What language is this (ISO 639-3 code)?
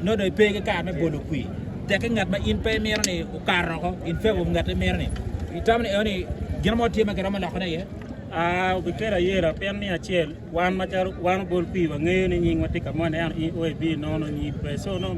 ach